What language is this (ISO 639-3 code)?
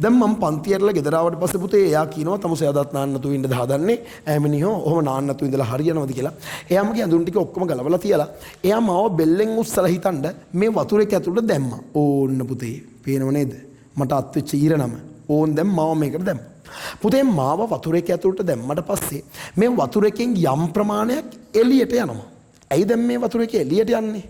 sin